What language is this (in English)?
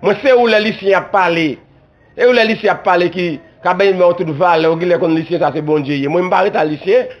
Haitian Creole